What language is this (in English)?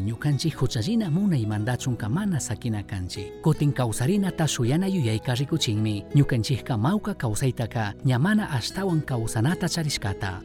Chimborazo Highland Quichua